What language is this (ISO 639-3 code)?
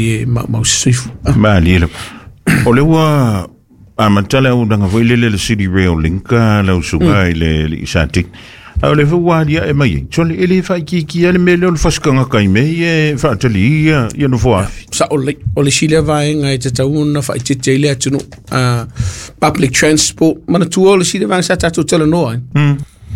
smo